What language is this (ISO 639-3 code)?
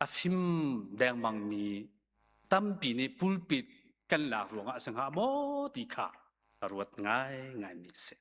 cnh